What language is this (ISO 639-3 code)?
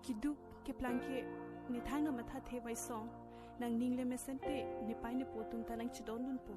mjw